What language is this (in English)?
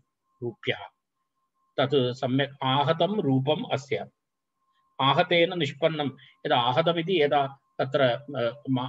Sanskrit